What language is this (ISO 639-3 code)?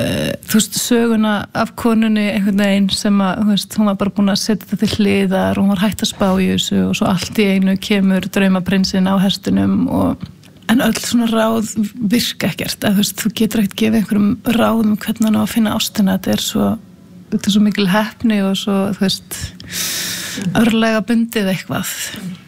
isl